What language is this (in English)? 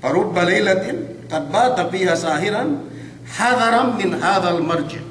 Yakan